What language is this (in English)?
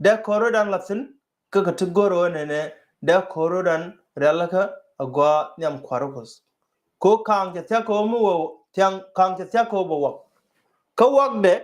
Nuer